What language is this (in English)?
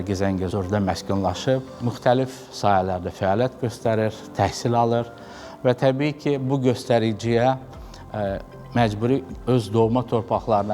Azerbaijani